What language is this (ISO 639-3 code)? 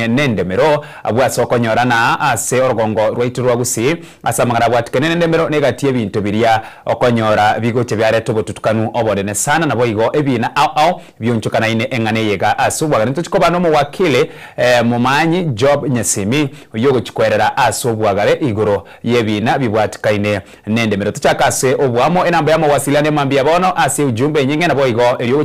guz